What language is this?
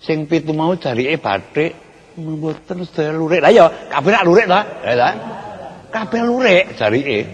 Javanese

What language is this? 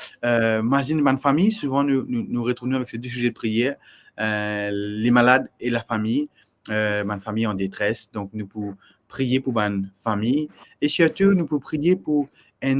Morisyen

